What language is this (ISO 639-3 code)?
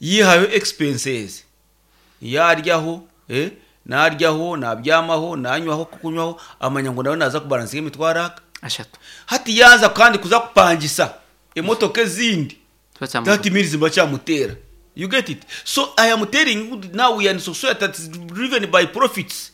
nyn